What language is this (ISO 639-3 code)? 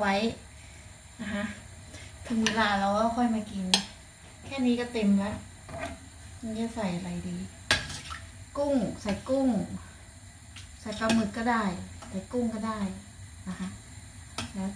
tha